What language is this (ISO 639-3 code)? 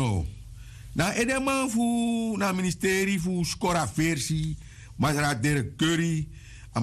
srn